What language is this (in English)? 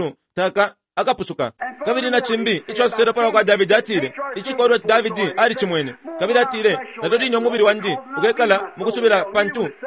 Bemba